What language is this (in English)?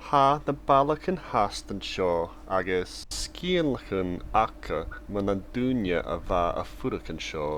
Scottish Gaelic